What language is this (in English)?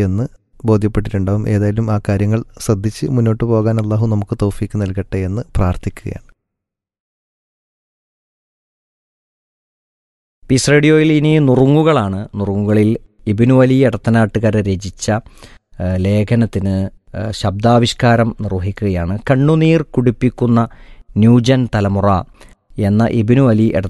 Malayalam